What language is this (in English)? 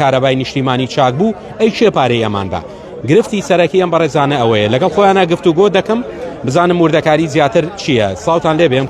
Central Kurdish